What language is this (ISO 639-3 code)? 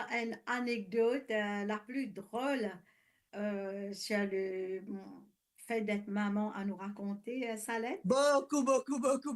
mfe